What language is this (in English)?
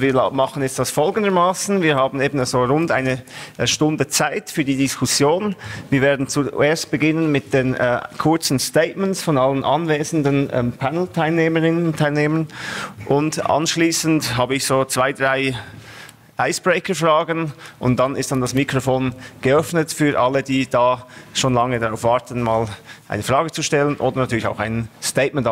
German